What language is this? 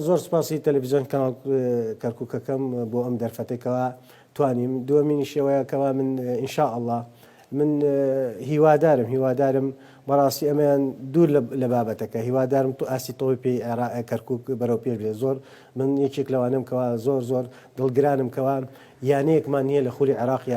Central Kurdish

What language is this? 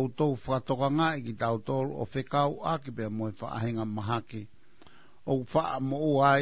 Tongan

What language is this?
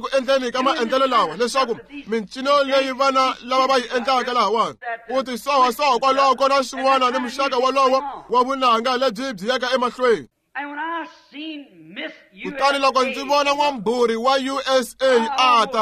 Tsonga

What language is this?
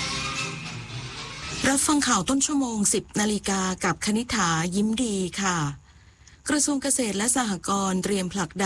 Thai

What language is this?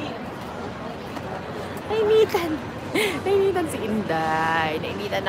Filipino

